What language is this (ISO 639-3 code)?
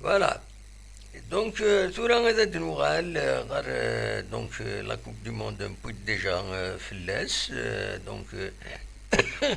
kab